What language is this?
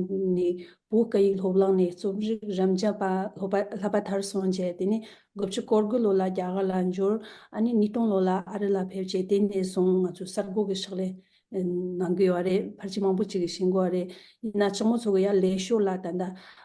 Tibetan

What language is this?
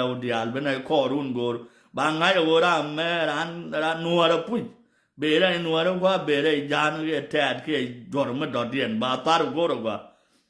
Nuer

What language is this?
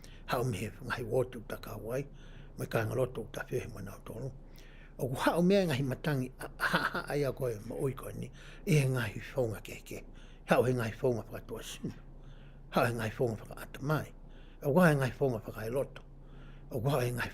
Tongan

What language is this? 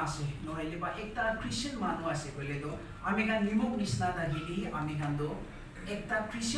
Naga Pidgin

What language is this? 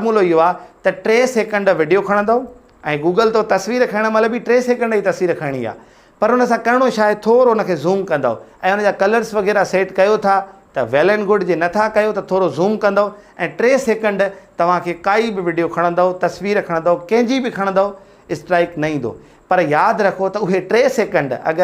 Sindhi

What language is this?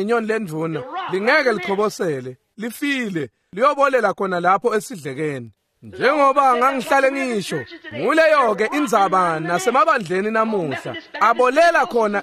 Swati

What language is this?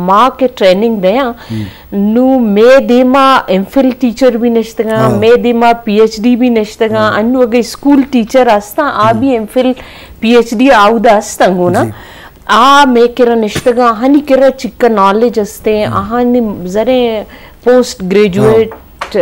Eastern Balochi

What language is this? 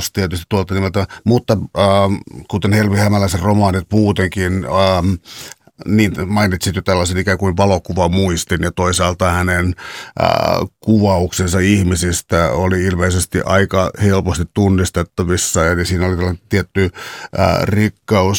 Finnish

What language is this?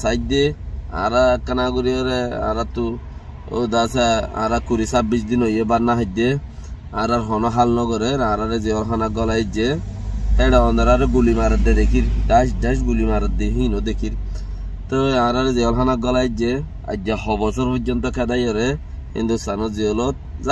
Rohingya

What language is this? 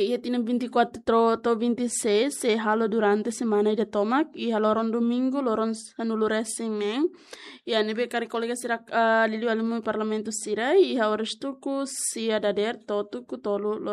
Tetum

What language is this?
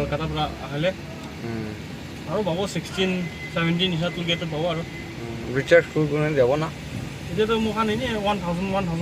Naga Pidgin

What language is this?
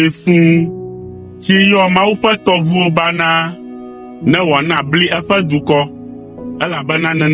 Ewe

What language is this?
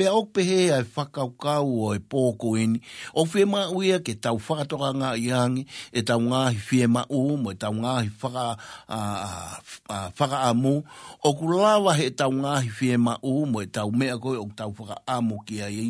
Tongan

